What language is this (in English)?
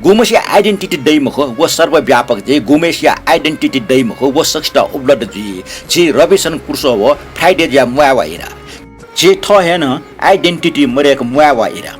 Newari